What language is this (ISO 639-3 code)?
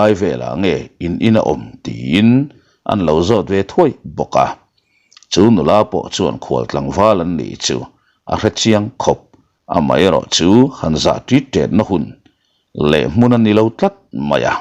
lus